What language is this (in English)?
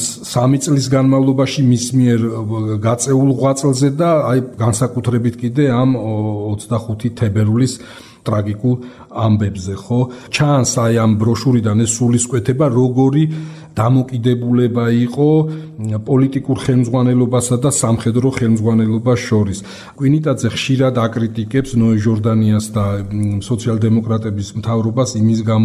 Georgian